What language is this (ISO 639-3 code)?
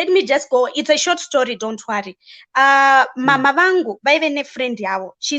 sna